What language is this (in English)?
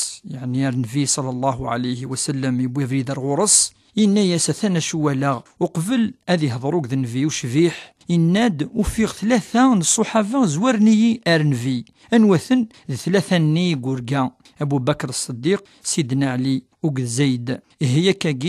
Kabyle